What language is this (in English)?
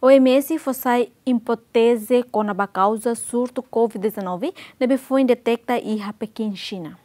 Tetum